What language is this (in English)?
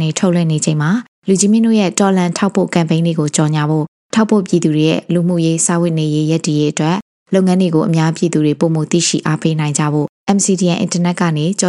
Burmese